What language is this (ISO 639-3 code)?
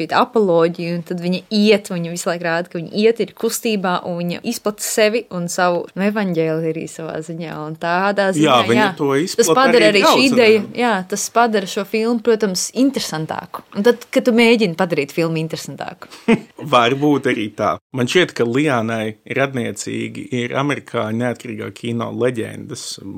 lav